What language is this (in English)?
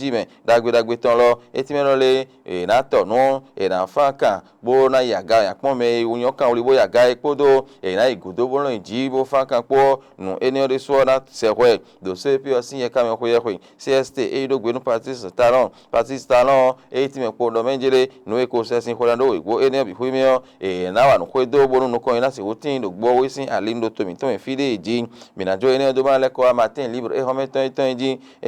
Fon